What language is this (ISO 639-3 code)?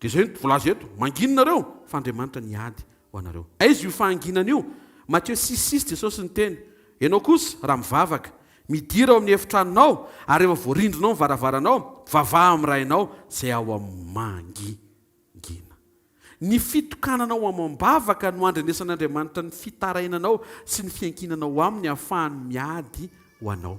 mlg